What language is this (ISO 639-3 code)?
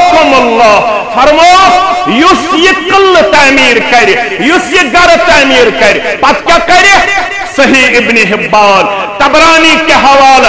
kas